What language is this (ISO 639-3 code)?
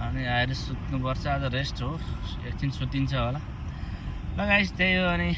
nep